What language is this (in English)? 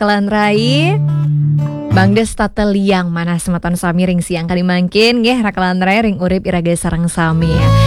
Balinese